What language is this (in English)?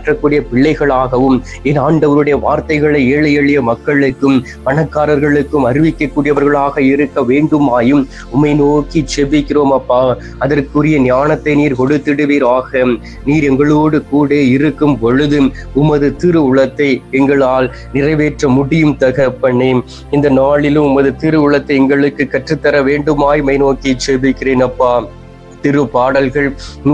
Tamil